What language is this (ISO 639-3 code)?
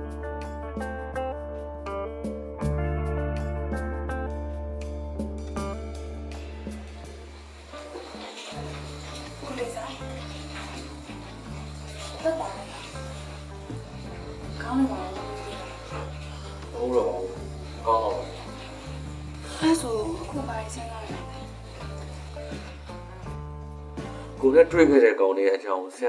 mya